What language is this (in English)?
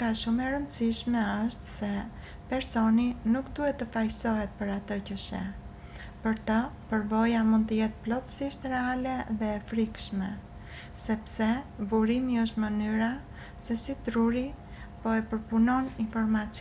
Albanian